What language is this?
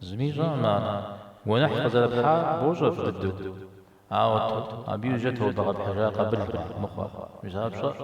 Kabardian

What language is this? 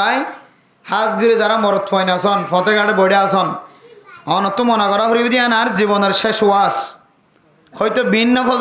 Rohingya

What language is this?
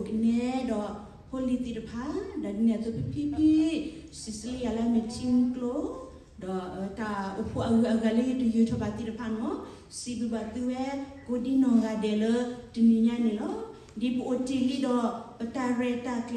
S'gaw Karen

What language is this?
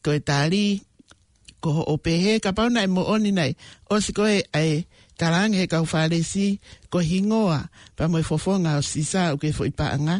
Tongan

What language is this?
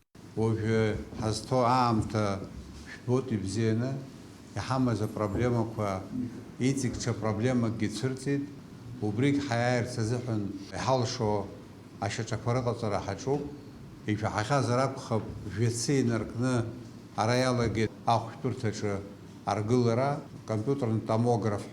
Abkhazian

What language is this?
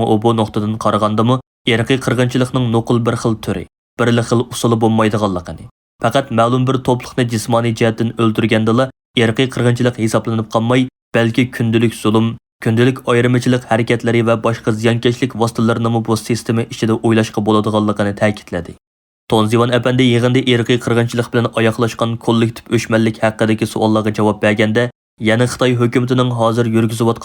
Uyghur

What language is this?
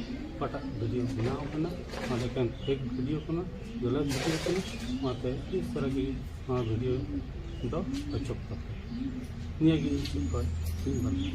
Santali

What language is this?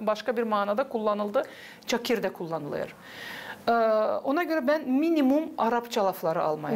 Gagauz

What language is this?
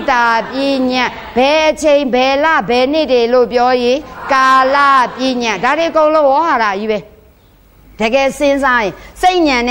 Burmese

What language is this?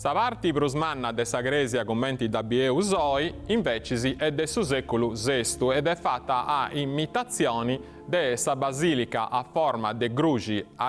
Sardinian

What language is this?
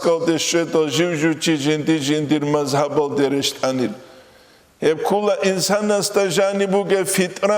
Avaric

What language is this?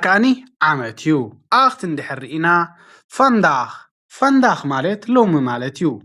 Tigrinya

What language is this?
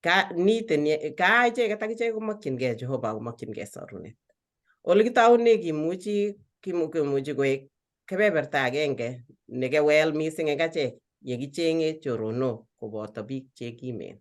Kalenjin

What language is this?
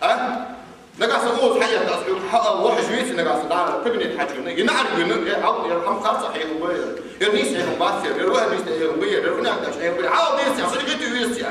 Ingush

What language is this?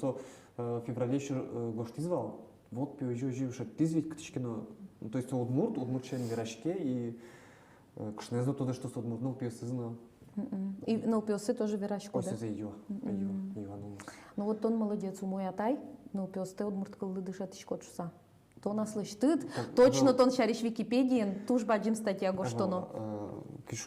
Udmurt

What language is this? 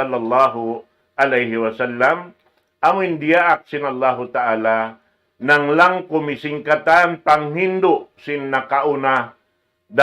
Tausug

